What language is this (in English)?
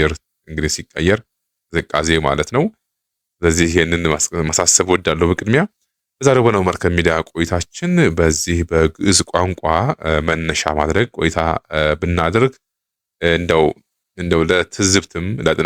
Amharic